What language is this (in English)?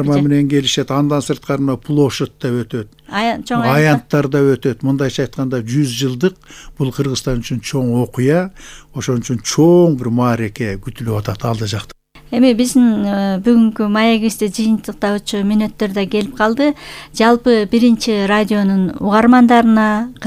Kyrgyz